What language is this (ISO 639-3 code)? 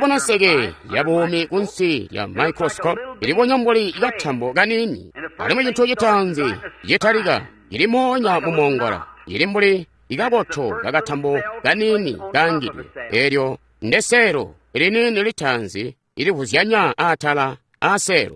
toi